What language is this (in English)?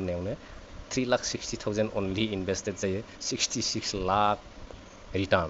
Bodo